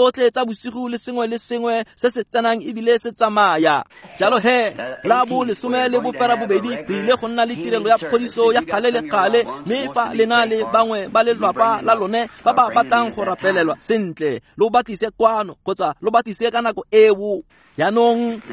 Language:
Tswana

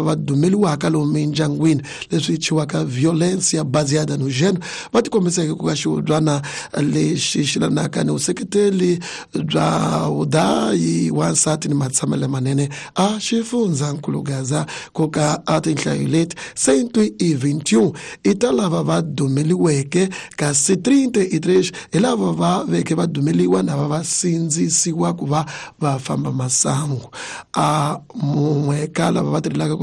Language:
Tsonga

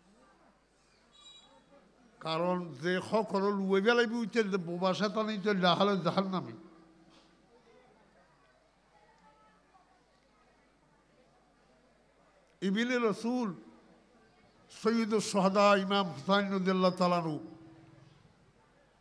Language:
Bangla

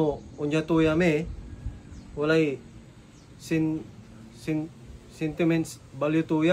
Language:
Pangasinan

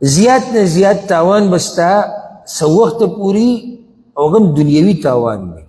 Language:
Pashto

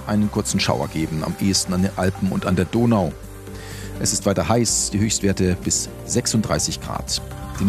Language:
German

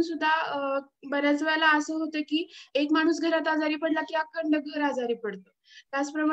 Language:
Marathi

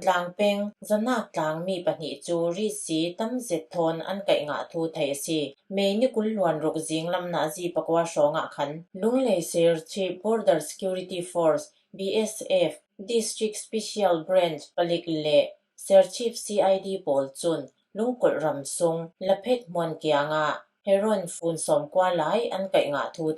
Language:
Falam Chin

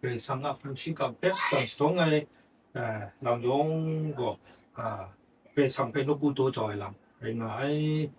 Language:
Kachin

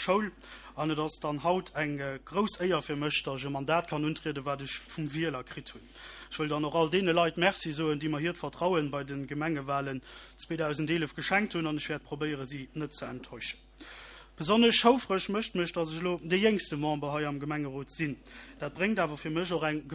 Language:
Luxembourgish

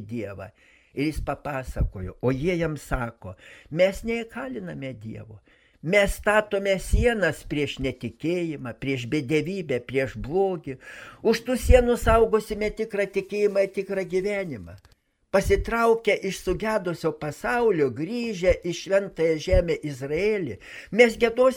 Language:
Lithuanian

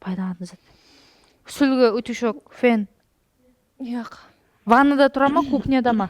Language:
Kara-Kalpak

